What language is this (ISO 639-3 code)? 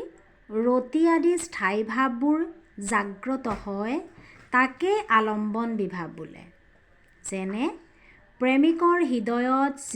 asm